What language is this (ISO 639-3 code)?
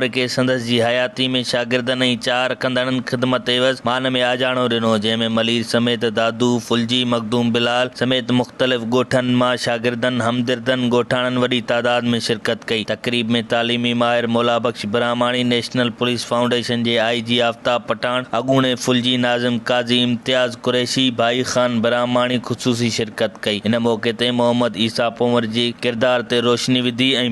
snd